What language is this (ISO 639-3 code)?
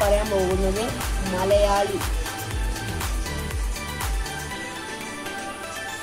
mal